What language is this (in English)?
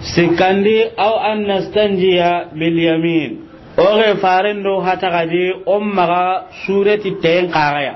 Soninke